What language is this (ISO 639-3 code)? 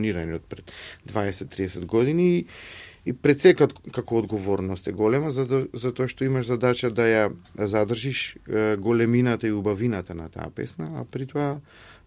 mkd